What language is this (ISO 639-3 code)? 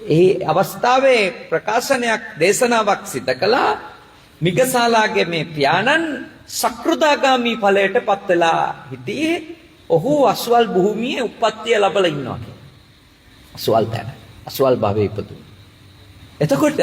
sin